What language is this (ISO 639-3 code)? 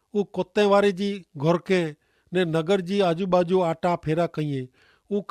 kfr